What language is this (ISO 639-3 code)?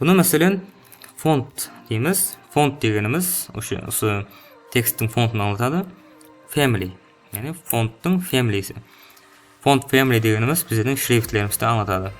kaa